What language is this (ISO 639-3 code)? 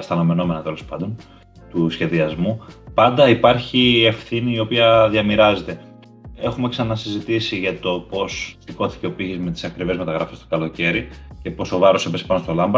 ell